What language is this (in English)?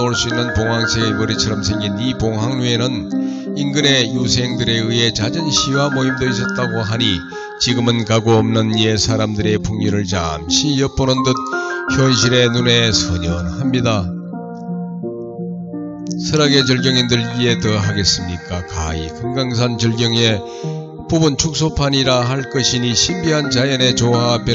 Korean